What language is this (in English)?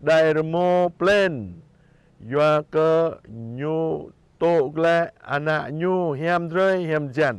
Jarai